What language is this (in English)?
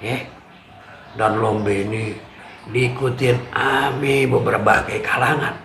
Betawi